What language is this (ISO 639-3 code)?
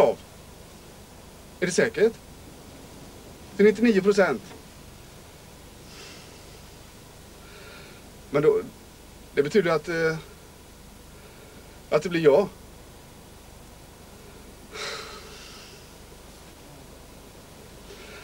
swe